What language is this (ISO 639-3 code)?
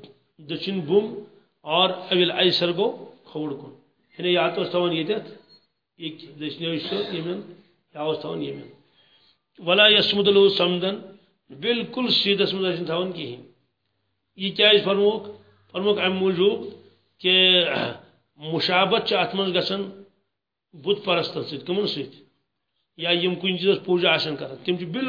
kas